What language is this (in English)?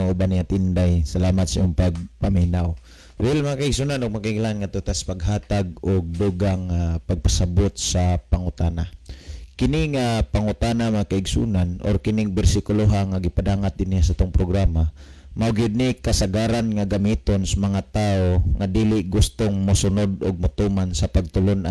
Cebuano